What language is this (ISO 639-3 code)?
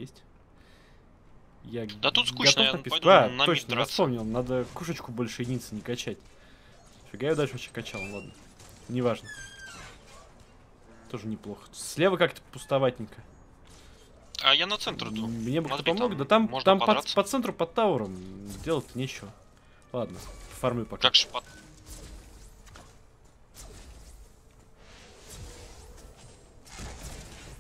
rus